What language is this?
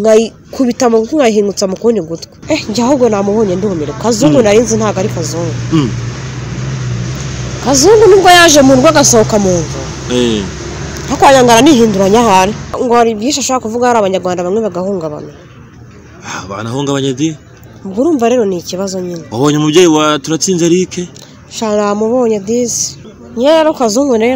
Kinyarwanda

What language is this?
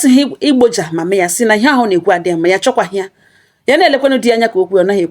Igbo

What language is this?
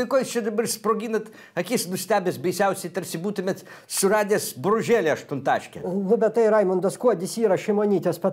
Lithuanian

